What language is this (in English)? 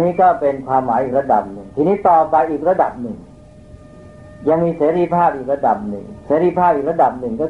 Thai